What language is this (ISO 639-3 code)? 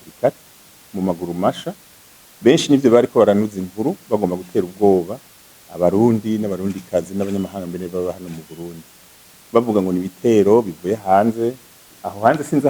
run